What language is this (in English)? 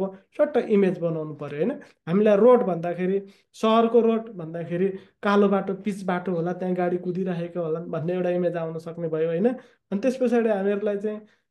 Nepali